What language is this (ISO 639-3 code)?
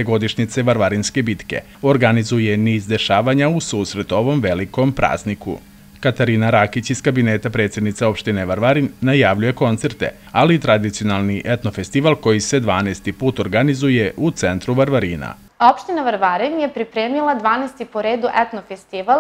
srp